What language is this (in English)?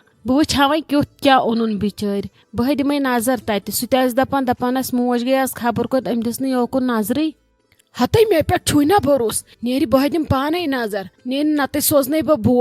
Kashmiri